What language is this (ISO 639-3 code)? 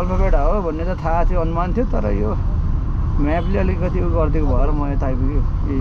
nep